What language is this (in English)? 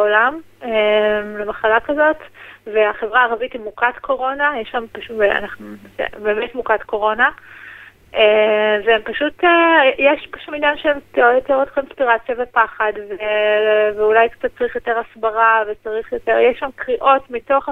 Hebrew